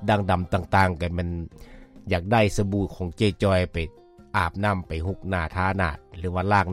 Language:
Lao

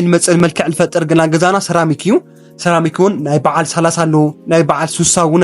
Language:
Tigrinya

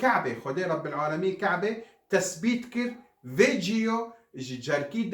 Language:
Kurdish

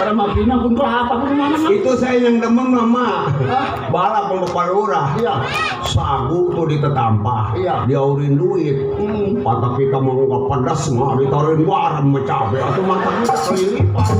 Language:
Betawi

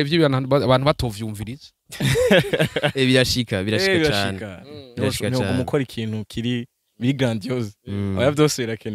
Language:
Rundi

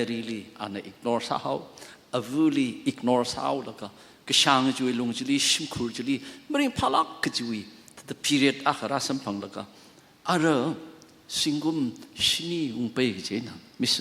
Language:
Tangkhul Naga (India)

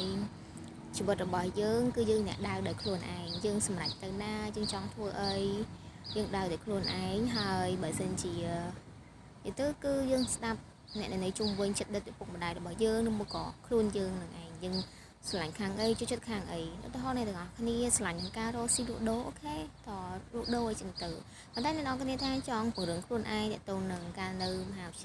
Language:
Khmer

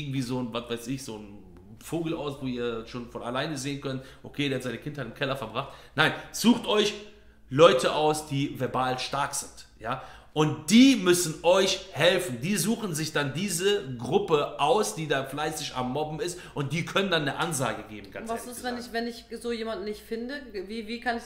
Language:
German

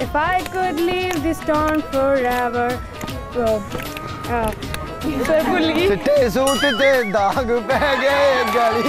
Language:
Punjabi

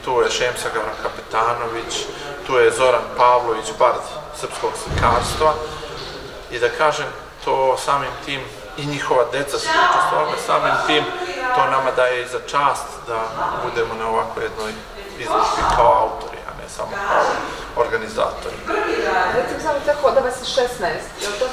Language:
Serbian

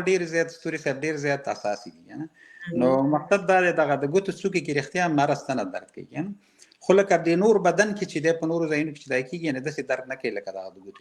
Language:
Pashto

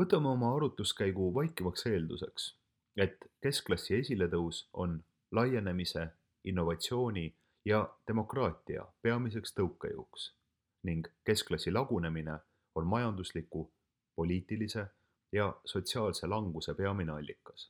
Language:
Estonian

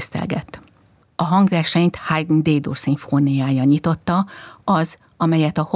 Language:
Hungarian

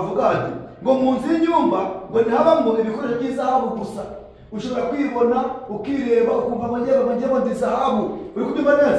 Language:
Kinyarwanda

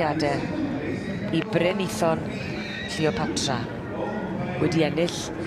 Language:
Welsh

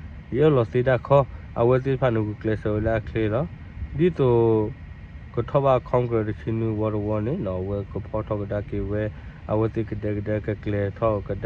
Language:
S'gaw Karen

